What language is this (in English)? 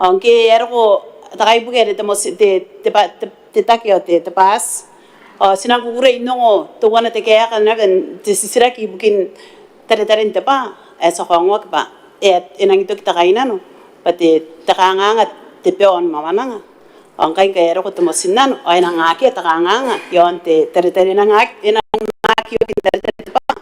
Gilbertese